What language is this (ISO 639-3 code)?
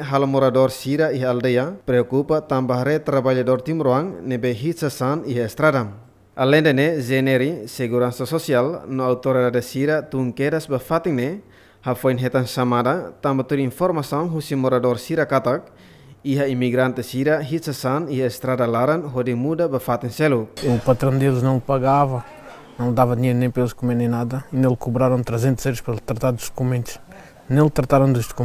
tet